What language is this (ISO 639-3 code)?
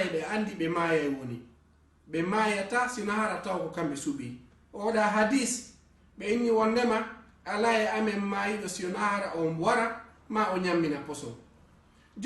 ful